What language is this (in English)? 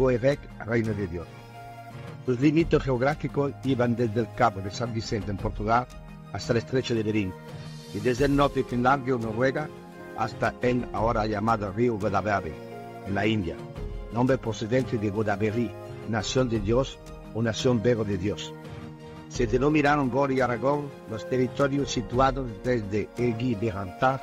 Spanish